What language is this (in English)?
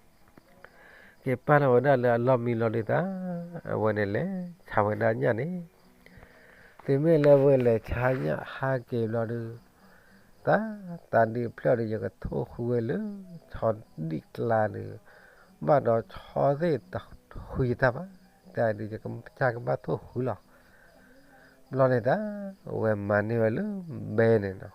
S'gaw Karen